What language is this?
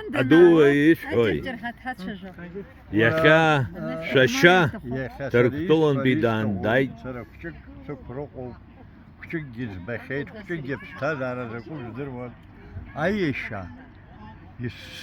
Abkhazian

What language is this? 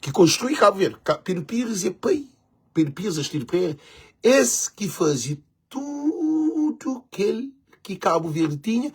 Kabuverdianu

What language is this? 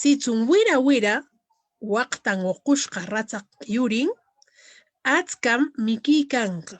Corongo Ancash Quechua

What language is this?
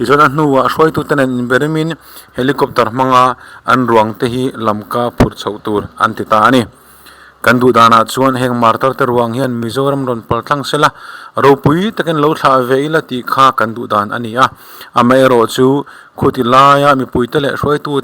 Mizo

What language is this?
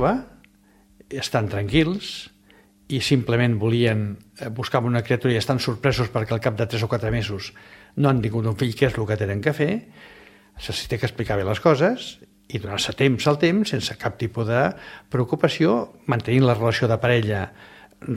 Catalan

